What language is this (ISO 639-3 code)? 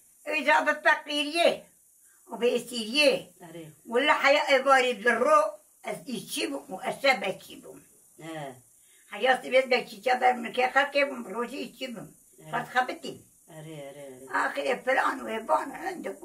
kur